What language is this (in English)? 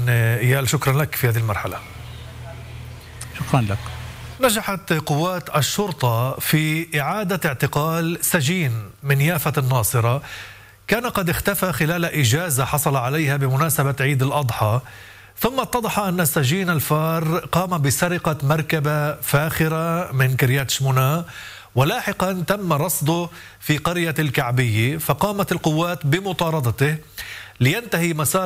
Arabic